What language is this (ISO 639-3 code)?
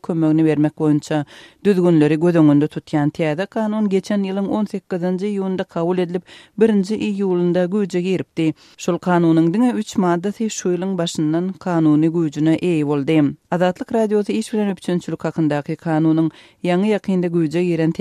tuk